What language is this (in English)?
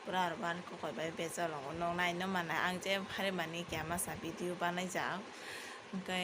Kok Borok